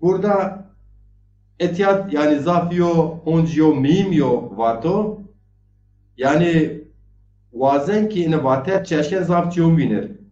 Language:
Zaza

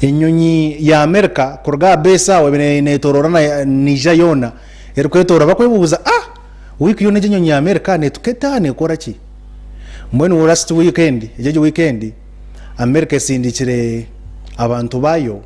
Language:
Nyankole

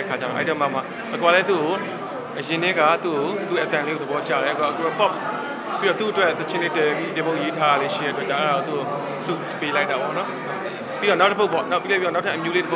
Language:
Burmese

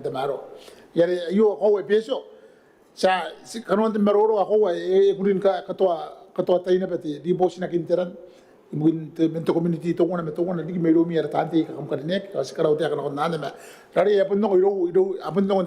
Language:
Gilbertese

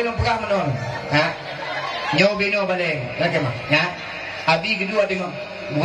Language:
Achinese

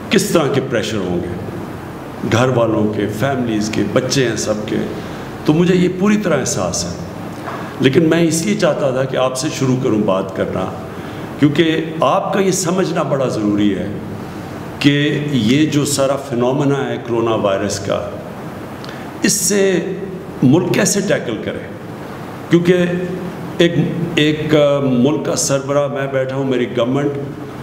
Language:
Urdu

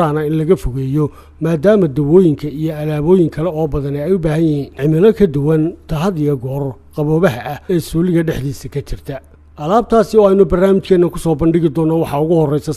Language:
Somali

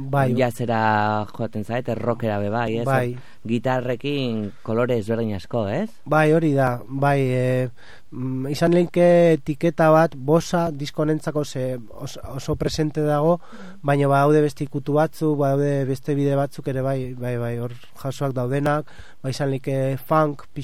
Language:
Basque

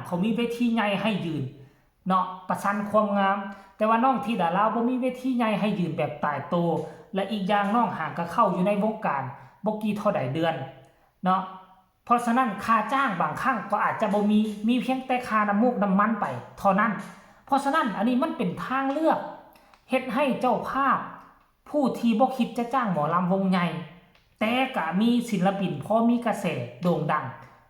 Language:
Lao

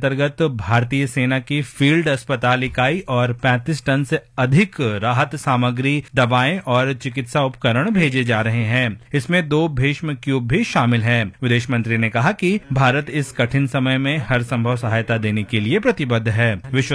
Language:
Hindi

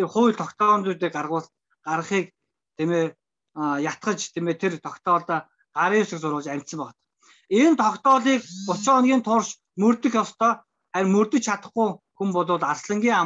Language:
Mongolian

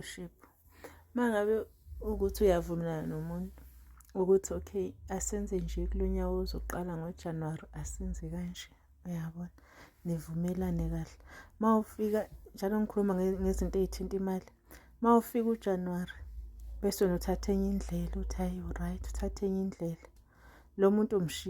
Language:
Zulu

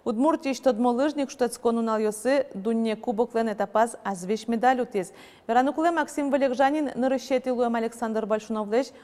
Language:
Udmurt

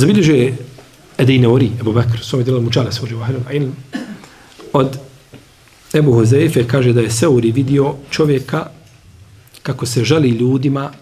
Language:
Bosnian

